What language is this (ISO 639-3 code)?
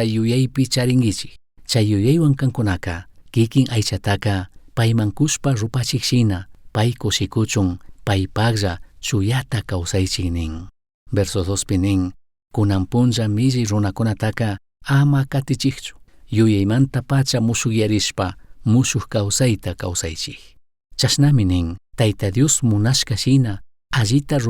qug